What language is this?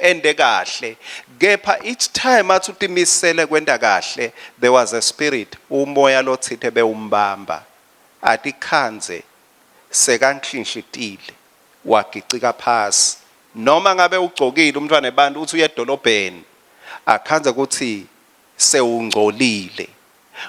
Swati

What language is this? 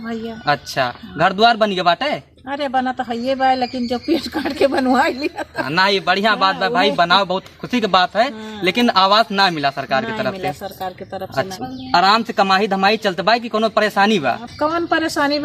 Awadhi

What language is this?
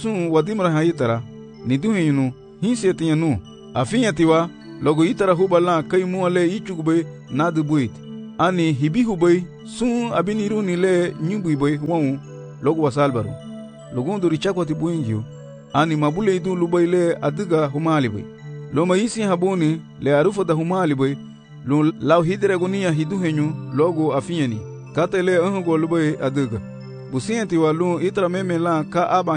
Garifuna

